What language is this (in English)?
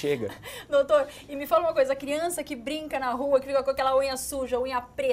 Portuguese